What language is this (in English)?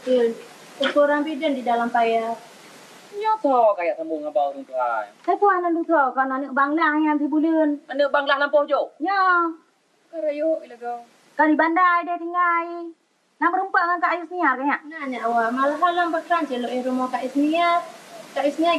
Achinese